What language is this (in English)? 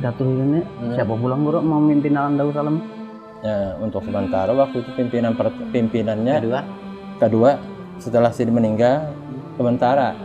Banjar